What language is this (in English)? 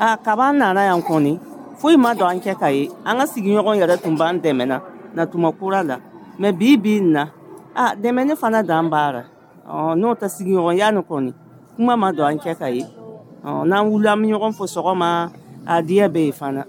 Dyula